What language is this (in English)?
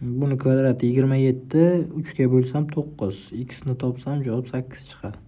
Uzbek